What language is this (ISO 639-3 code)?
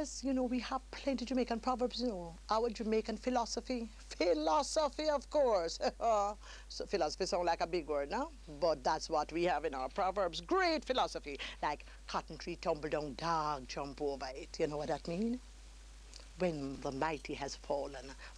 jam